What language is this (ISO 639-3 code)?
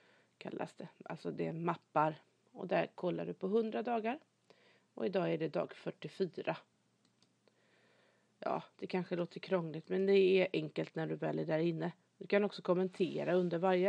swe